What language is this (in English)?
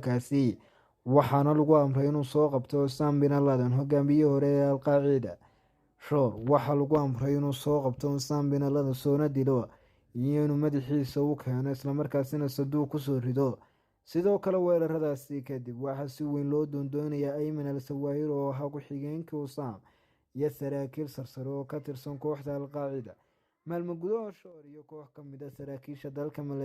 Somali